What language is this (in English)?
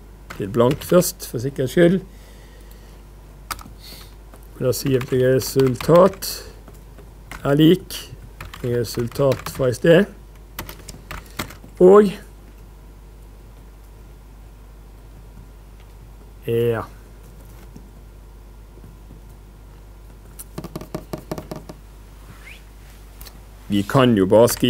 Norwegian